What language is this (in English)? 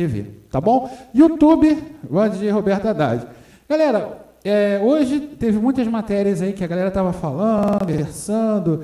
Portuguese